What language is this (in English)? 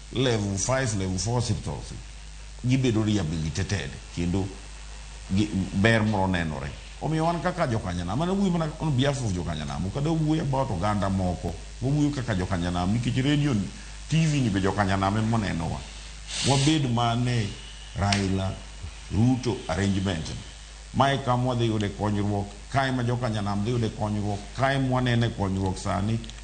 Luo (Kenya and Tanzania)